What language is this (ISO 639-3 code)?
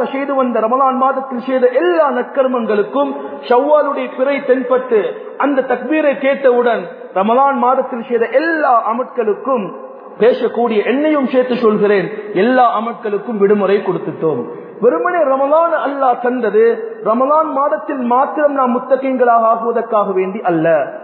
tam